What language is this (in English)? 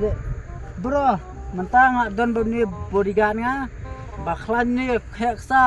Khasi